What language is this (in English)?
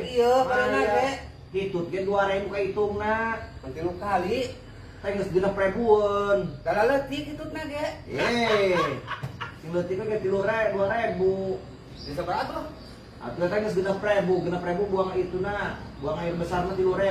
Sundanese